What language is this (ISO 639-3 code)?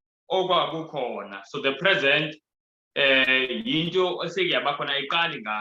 zul